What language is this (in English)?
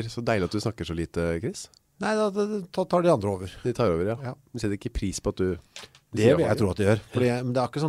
Norwegian